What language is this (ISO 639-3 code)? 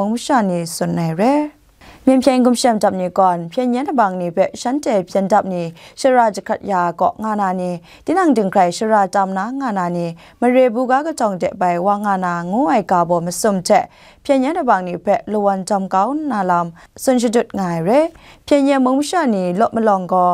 kac